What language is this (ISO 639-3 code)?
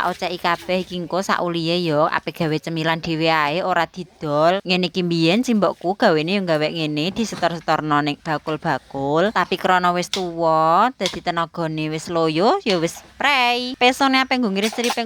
jav